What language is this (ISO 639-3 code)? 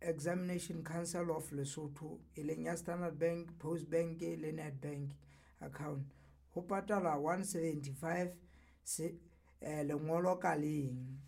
sot